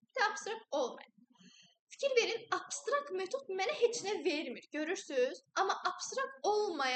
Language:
Azerbaijani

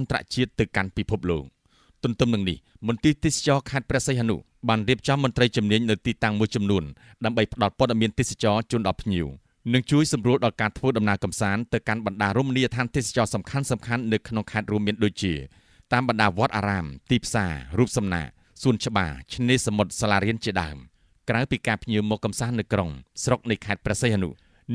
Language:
Khmer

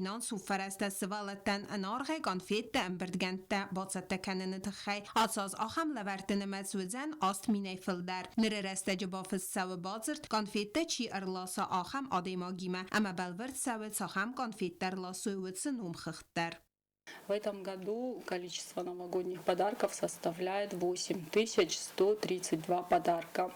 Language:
Ossetic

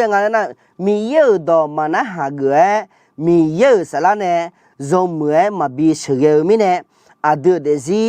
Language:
Akha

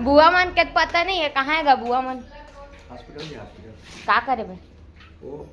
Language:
Chhattisgarhi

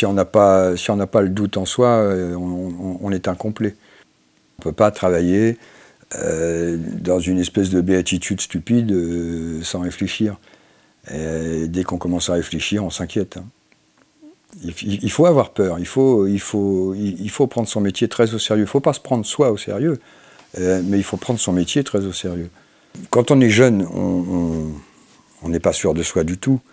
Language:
French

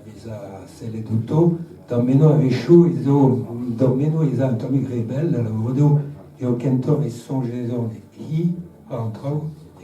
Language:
Breton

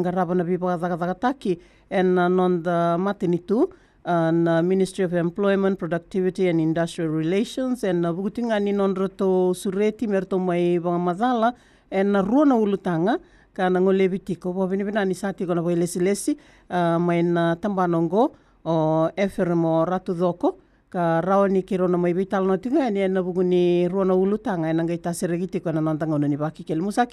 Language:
Fijian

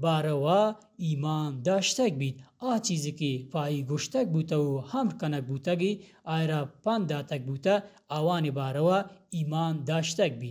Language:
Baluchi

